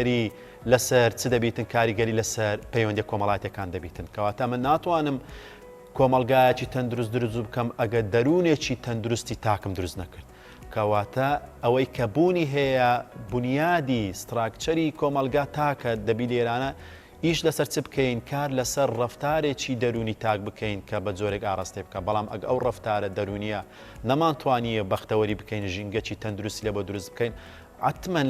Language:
Central Kurdish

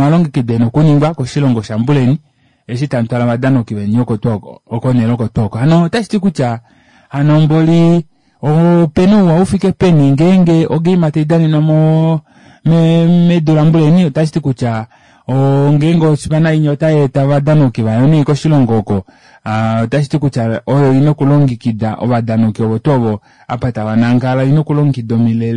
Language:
Kuanyama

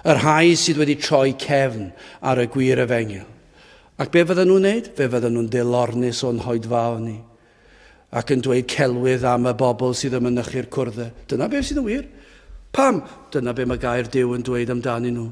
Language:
Welsh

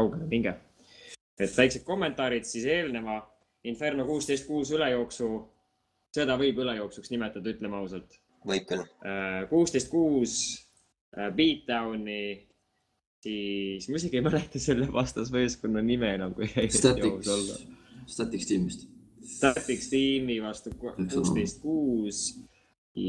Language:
Estonian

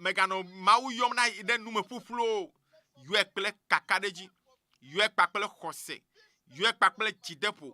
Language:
Ewe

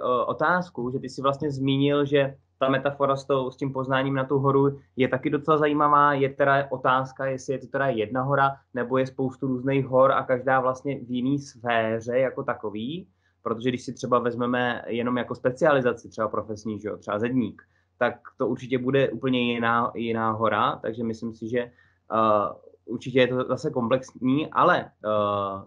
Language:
Czech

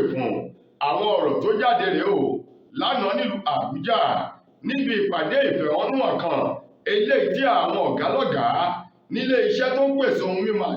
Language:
Yoruba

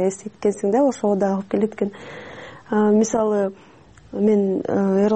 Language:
Kyrgyz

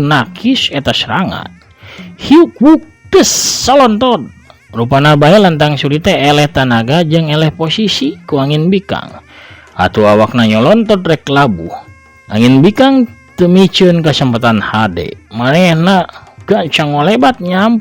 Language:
Sundanese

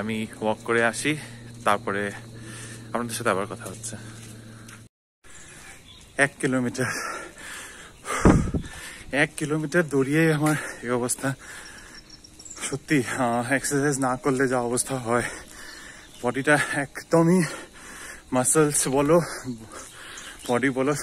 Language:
Bangla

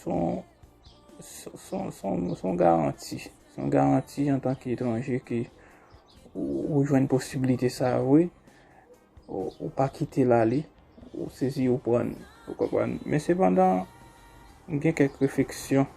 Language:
Haitian Creole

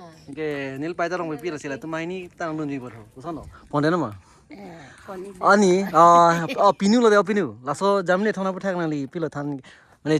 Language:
Karbi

